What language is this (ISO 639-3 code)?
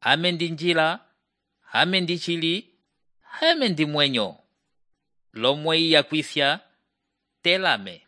umb